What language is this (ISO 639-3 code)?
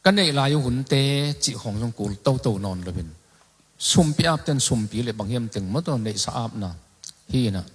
ctd